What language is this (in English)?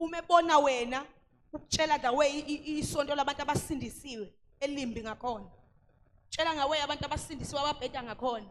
Zulu